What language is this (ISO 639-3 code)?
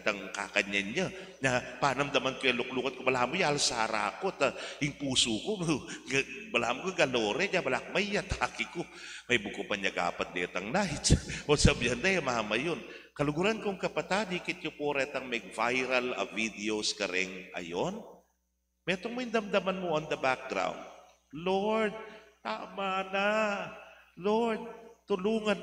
pam